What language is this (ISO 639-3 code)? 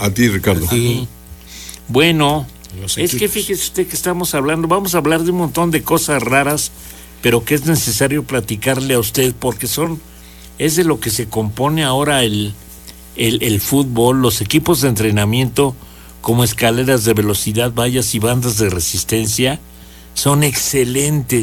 spa